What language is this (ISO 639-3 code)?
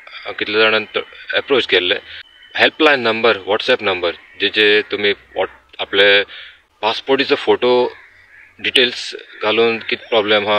kok